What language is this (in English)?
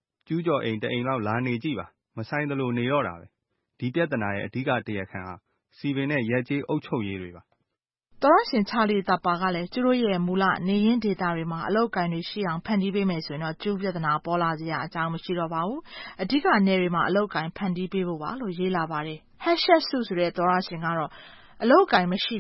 Burmese